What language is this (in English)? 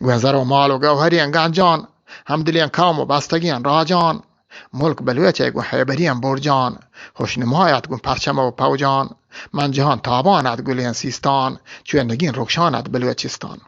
Eastern Balochi